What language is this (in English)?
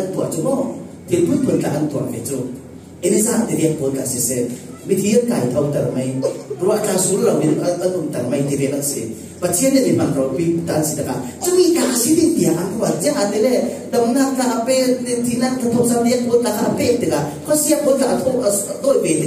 Falam Chin